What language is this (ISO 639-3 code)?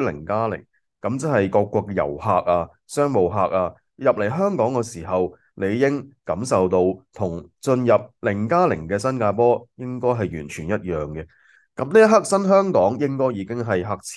yue